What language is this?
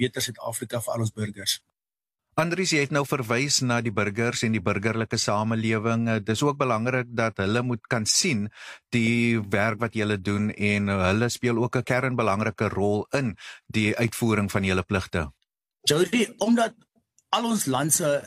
Afrikaans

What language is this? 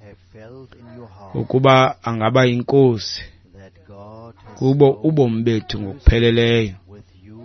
Xhosa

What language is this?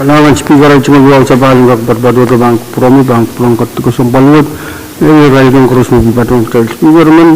Pohnpeian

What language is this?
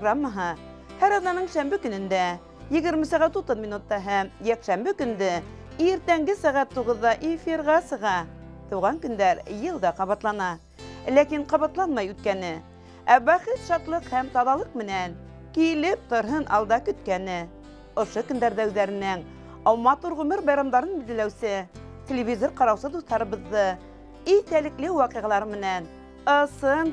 Bashkir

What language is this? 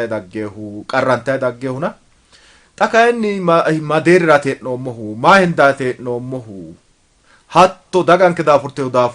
Sidamo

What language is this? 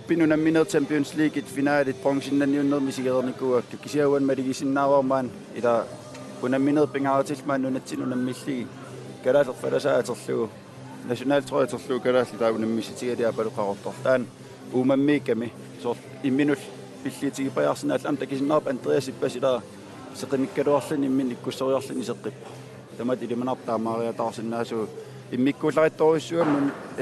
Kalaallisut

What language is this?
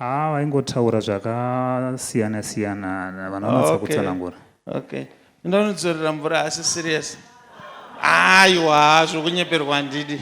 Shona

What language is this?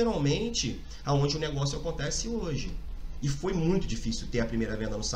Portuguese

